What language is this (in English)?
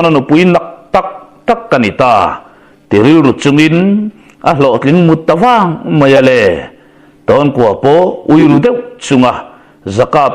Mizo